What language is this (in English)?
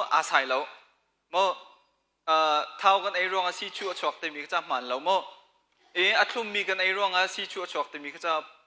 Hakha Chin